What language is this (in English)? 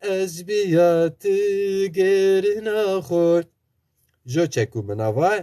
Zaza